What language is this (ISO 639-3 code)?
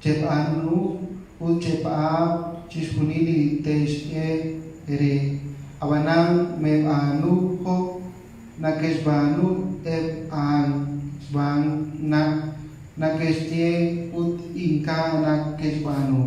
kek